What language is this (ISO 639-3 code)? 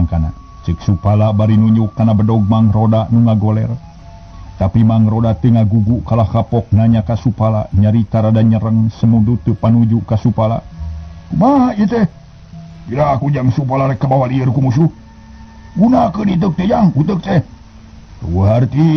sun